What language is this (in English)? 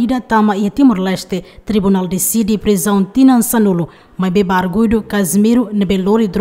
Tetum